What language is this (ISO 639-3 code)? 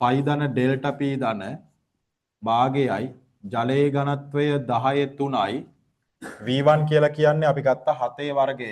sin